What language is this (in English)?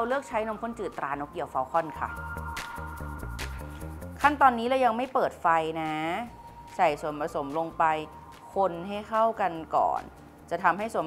Thai